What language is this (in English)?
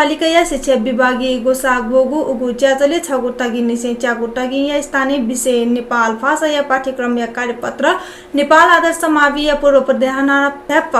Newari